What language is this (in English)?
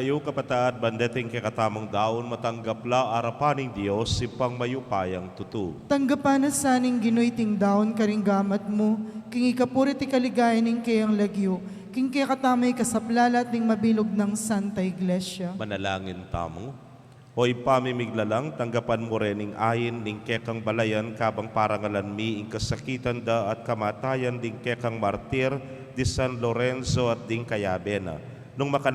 Pampanga